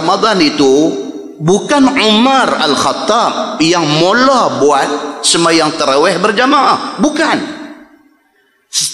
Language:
Malay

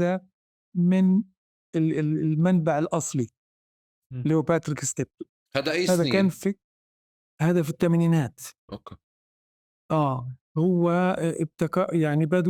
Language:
North Levantine Arabic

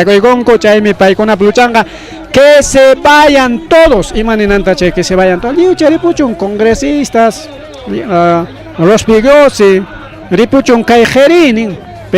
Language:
Ayacucho Quechua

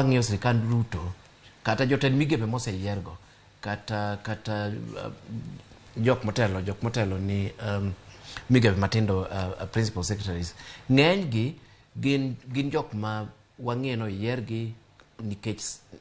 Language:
Luo (Kenya and Tanzania)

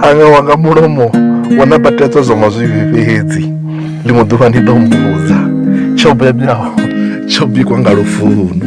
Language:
Venda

